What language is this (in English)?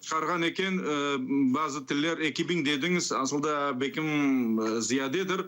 Crimean Tatar